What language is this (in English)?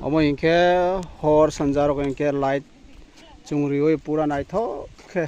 Kok Borok